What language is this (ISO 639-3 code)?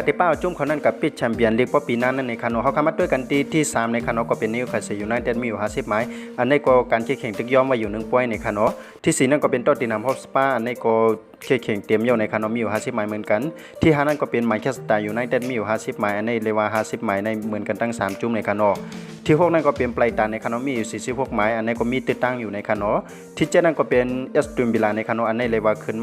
shn